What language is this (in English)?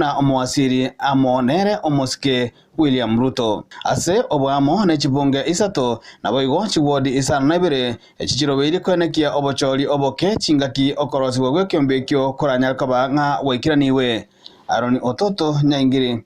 Gusii